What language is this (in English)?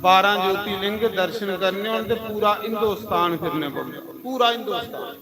Dogri